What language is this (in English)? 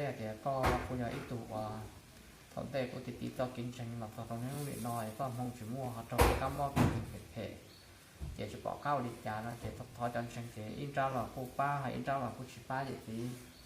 Hmong